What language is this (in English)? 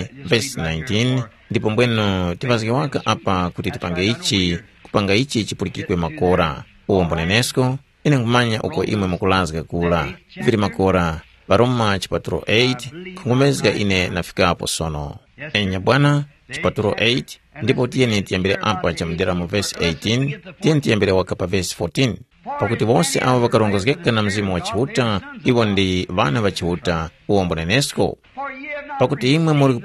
Tumbuka